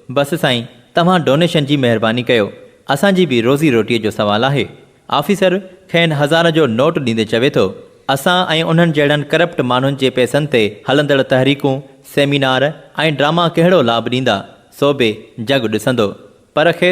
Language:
Sindhi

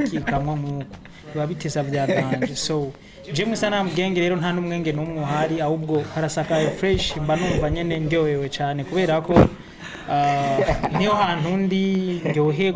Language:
Rundi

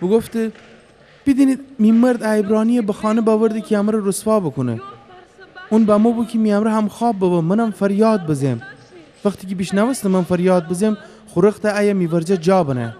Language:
Gilaki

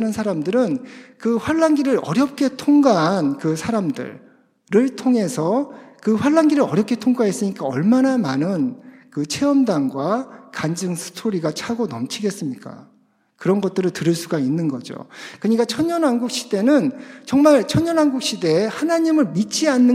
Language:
Korean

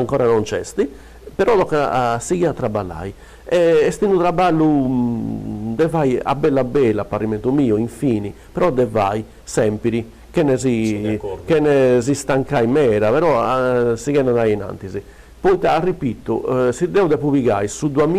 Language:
Sardinian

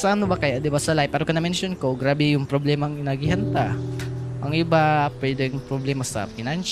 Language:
Bikol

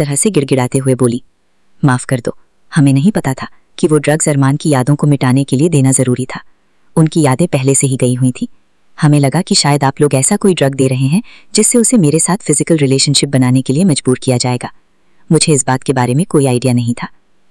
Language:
Hindi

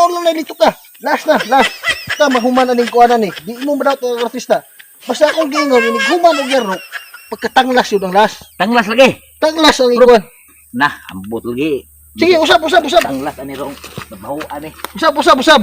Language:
Cebuano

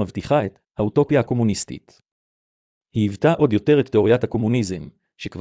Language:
Hebrew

